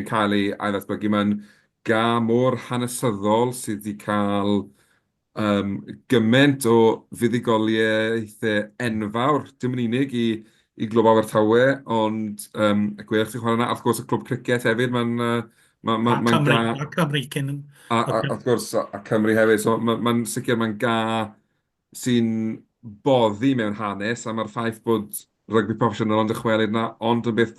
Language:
Welsh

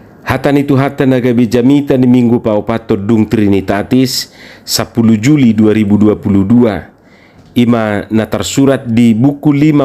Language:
Batak Toba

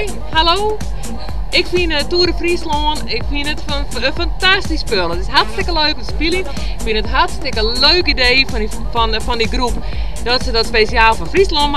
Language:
Western Frisian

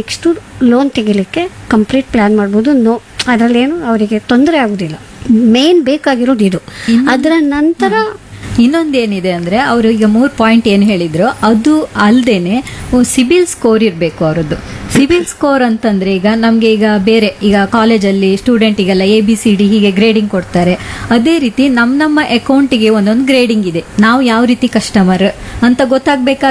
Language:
Kannada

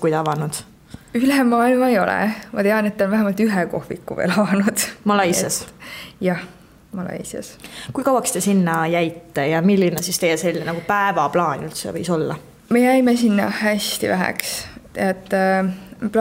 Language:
Estonian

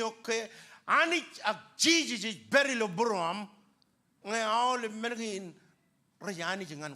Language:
Marshallese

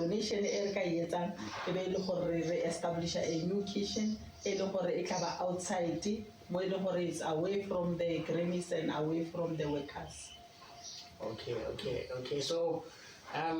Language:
Tswana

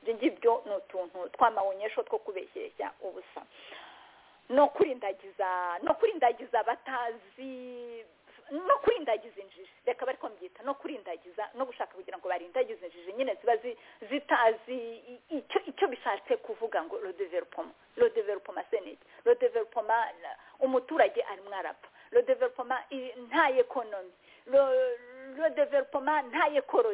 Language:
Kinyarwanda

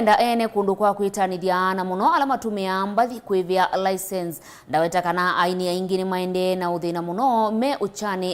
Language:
Kamba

